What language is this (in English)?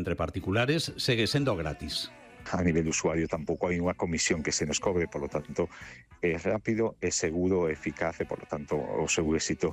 Galician